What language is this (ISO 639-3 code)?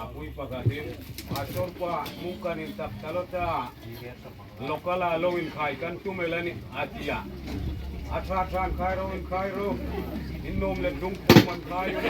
hmr